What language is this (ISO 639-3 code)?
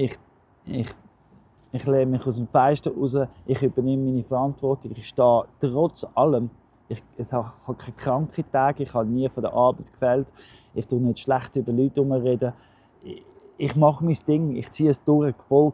gsw